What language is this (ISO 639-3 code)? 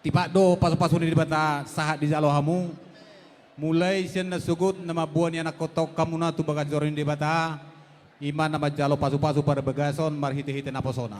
bbc